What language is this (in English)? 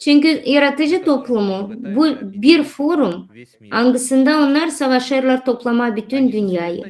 Gagauz